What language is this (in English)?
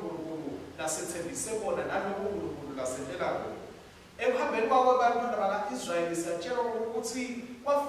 Swati